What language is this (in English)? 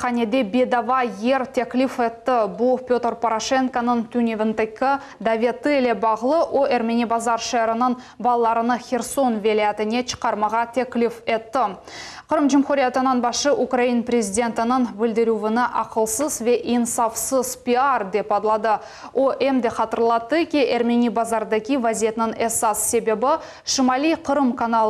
Crimean Tatar